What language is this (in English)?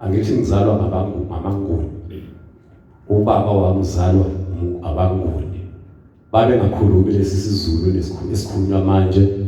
Zulu